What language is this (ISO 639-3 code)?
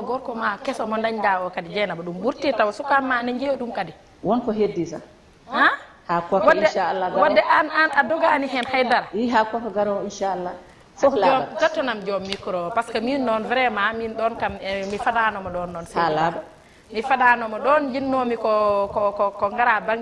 ful